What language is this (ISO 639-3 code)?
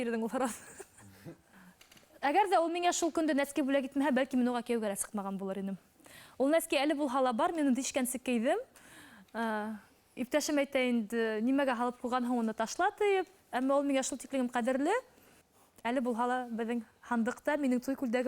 bak